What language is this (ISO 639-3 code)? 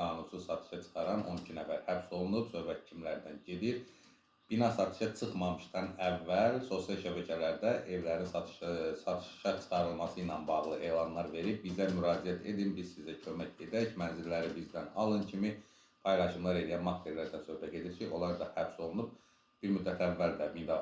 aze